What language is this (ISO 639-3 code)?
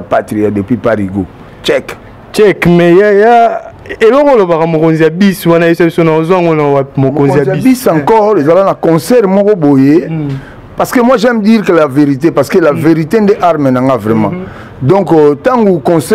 lin